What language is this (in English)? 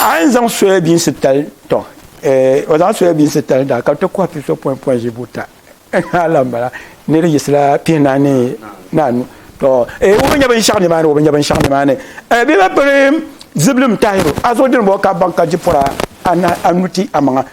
Dagbani